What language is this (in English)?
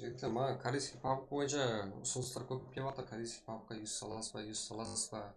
Kara-Kalpak